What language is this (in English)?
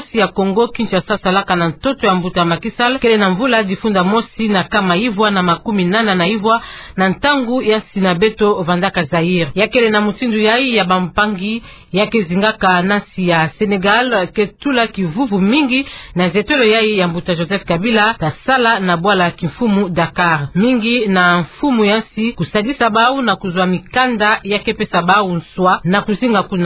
Kituba (Democratic Republic of Congo)